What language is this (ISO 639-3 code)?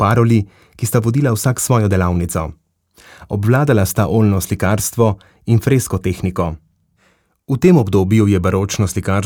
slv